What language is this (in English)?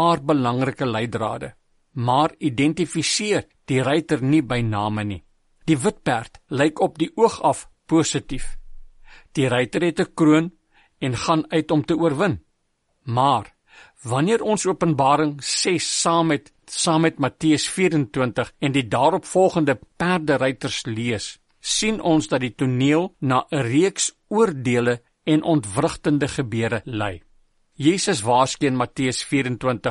Afrikaans